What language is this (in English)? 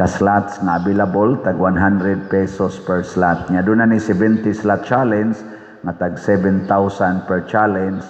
Cebuano